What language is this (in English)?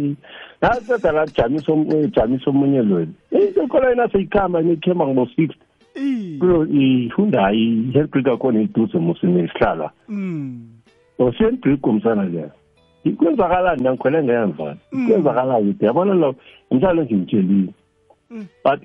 South Ndebele